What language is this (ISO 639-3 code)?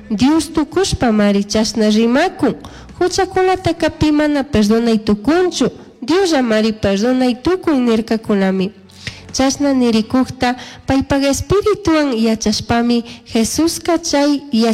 qug